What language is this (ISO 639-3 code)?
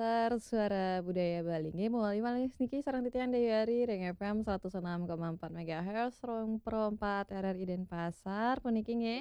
ban